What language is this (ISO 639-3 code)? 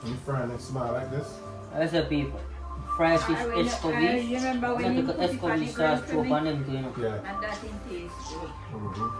jam